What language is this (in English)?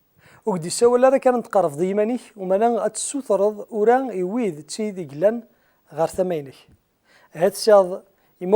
Kabyle